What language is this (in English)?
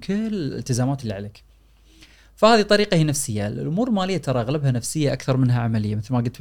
Gulf Arabic